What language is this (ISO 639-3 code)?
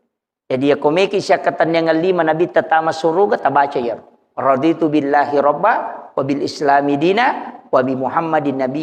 bug